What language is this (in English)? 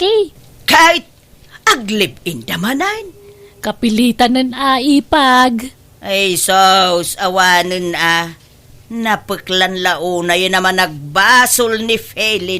Iloko